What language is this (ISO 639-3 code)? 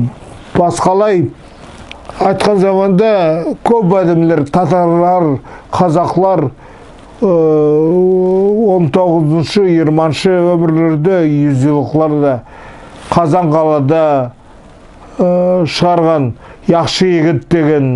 nog